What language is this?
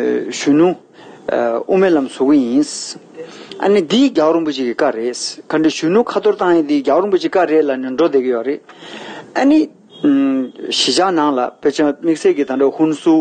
Tibetan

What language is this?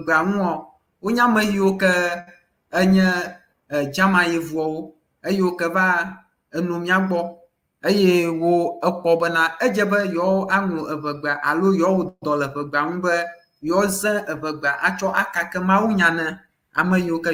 Ewe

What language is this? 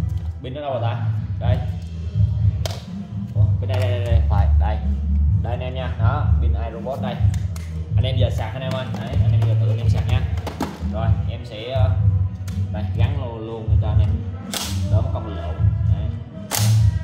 Vietnamese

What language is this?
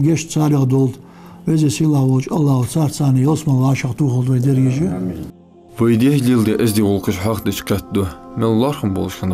Ingush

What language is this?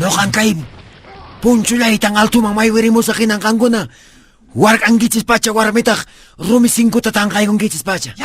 Quechua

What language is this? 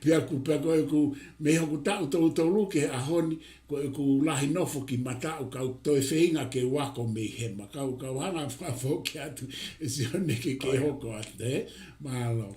Tongan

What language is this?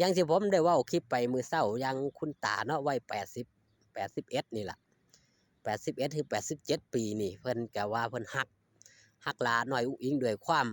Lao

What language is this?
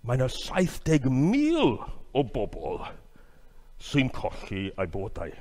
Welsh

